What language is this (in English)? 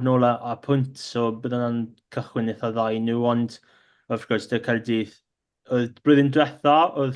Welsh